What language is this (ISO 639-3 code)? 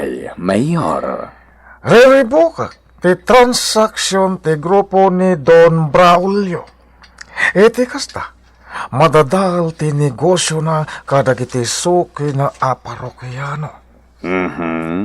ilo